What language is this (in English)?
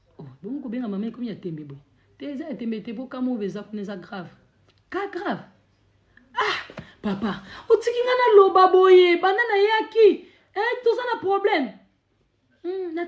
Lingala